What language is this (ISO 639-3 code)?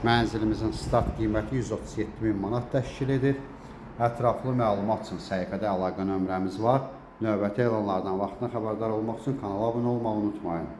aze